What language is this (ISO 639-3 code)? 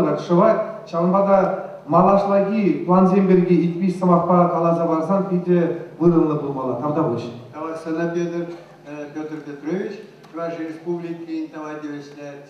chv